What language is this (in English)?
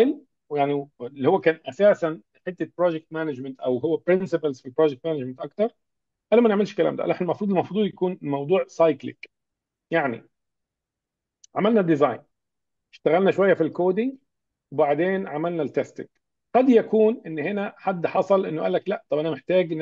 Egyptian Arabic